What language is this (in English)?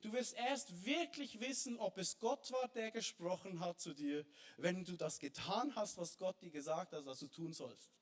Swiss German